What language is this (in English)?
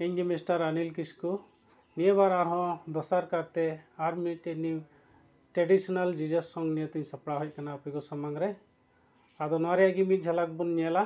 Santali